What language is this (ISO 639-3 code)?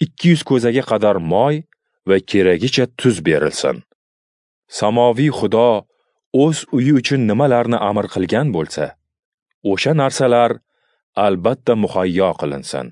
uzb